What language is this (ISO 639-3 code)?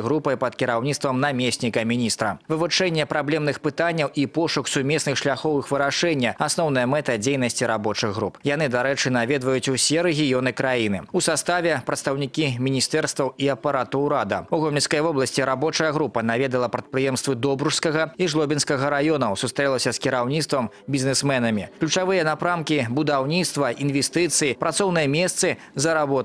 bel